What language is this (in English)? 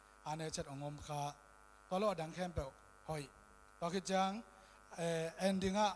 Tedim Chin